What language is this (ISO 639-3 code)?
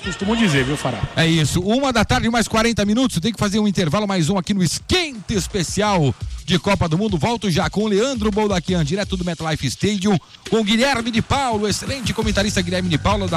por